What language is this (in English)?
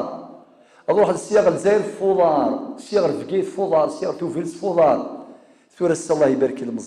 Kabyle